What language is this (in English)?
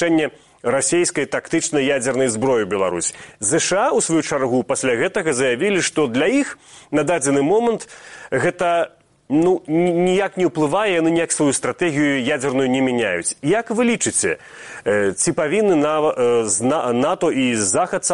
Belarusian